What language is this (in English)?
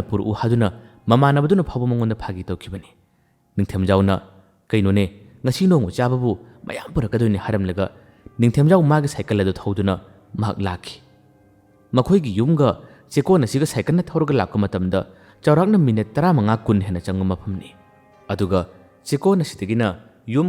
Manipuri